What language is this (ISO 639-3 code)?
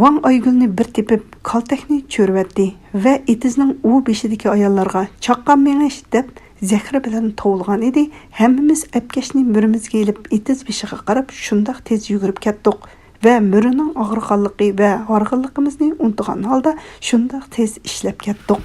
uig